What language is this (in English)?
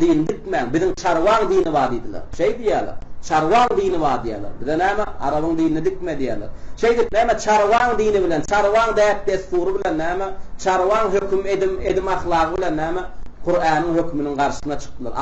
Turkmen